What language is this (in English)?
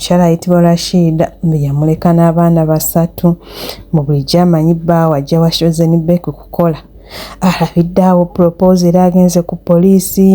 Ganda